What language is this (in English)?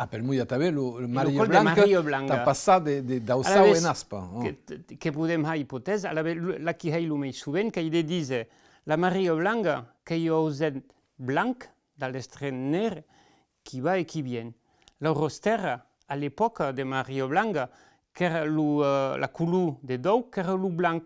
Occitan